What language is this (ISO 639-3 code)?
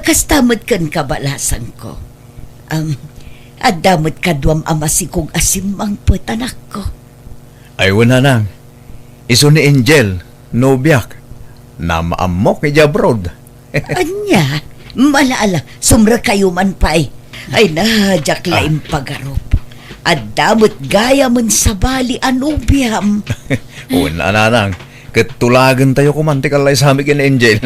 ilo